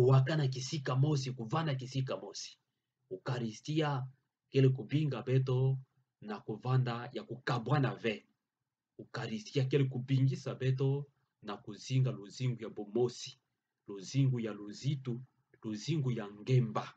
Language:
Kituba (Democratic Republic of Congo)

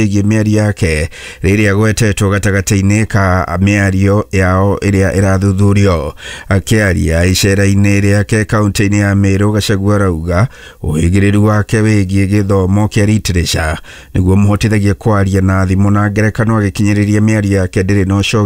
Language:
Kikuyu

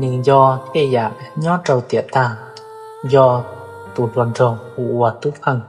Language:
Hmong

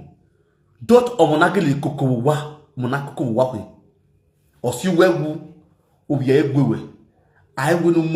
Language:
Nigerian Pidgin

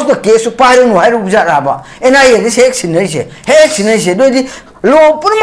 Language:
Manipuri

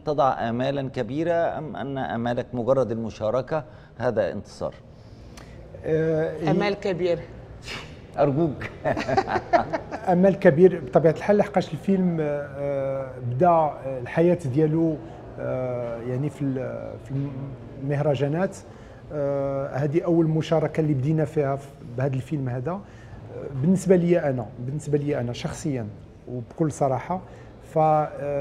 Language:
Egyptian Arabic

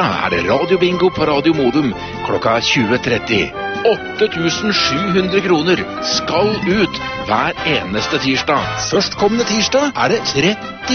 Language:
Norwegian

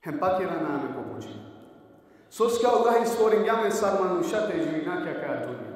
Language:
Balkan Romani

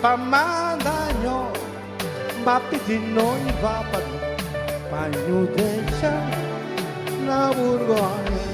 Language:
Kabuverdianu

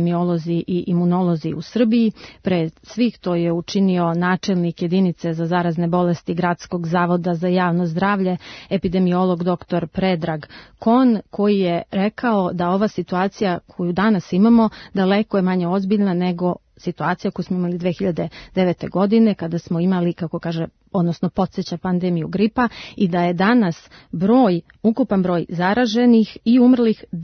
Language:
Serbian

